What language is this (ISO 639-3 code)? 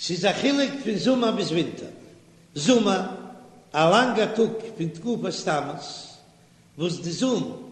yid